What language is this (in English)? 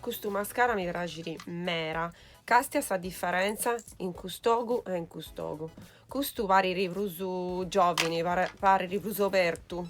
Sardinian